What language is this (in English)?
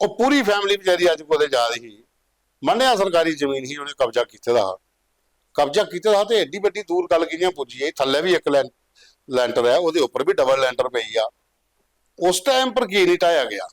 Dogri